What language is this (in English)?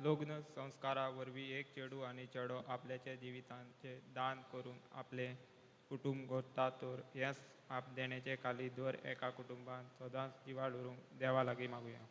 Konkani